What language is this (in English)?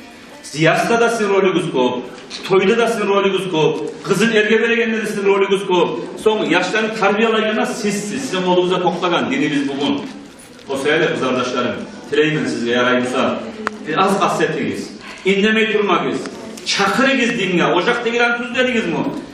Kumyk